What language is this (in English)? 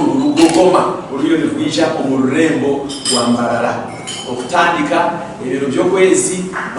Nyankole